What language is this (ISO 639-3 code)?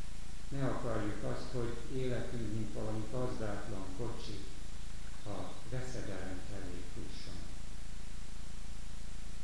hun